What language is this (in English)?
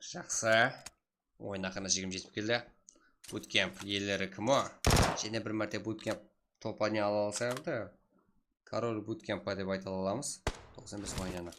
Kara-Kalpak